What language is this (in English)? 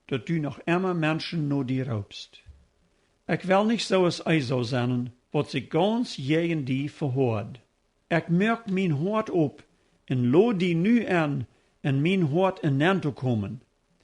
Plautdietsch